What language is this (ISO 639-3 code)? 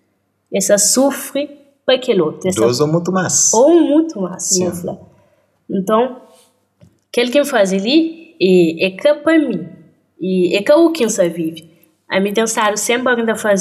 kea